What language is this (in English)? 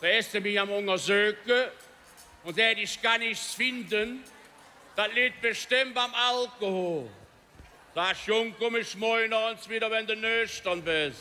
Colognian